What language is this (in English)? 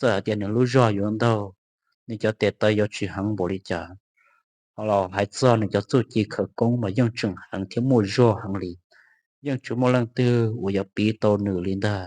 Hmong